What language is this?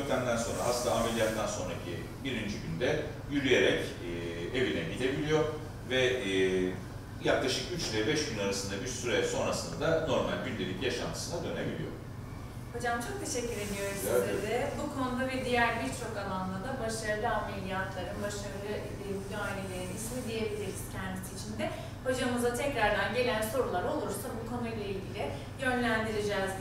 Turkish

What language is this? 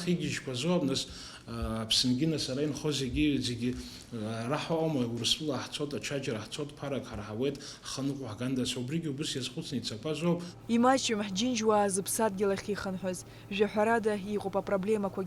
Abkhazian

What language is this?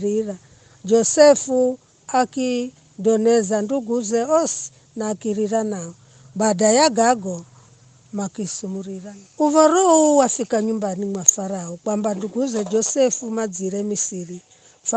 Giryama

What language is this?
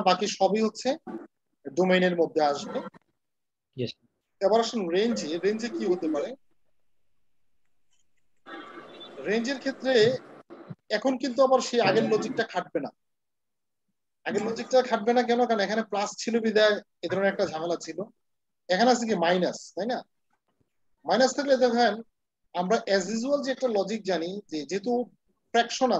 Bangla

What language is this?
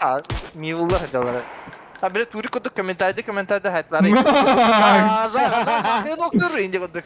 Yakut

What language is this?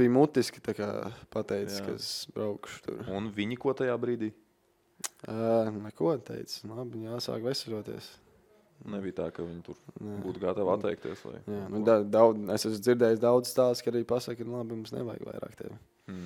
Latvian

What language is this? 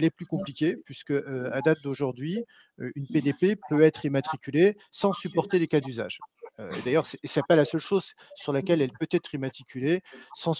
French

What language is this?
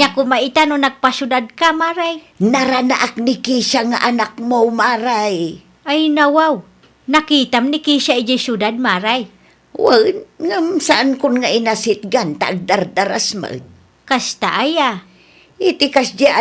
Iloko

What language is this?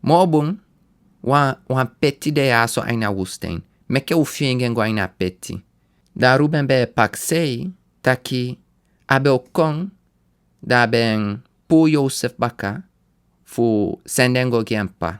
Sranan Tongo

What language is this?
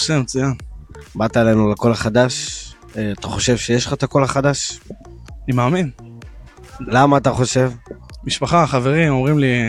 Hebrew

